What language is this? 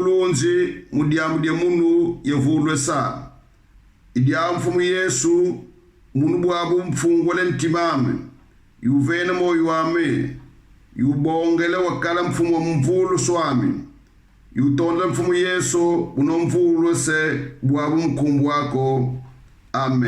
Kongo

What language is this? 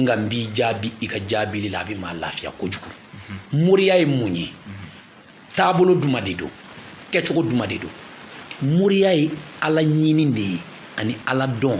Bambara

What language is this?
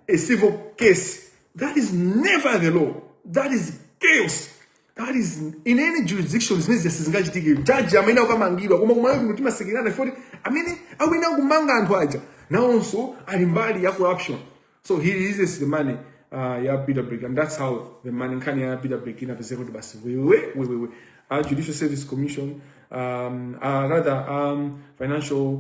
Nyanja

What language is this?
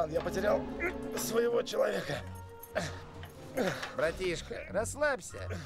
Russian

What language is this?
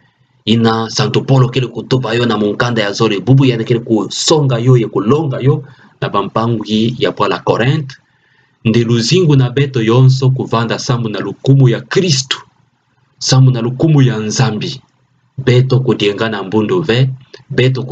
Kituba (Democratic Republic of Congo)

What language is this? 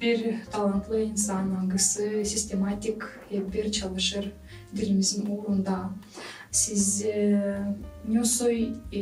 Gagauz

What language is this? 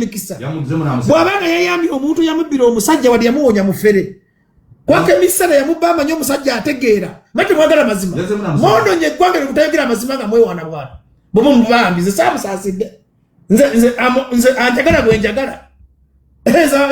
Ganda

